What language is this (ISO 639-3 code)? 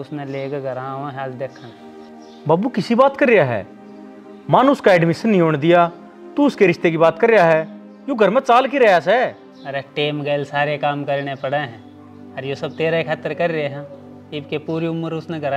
bgc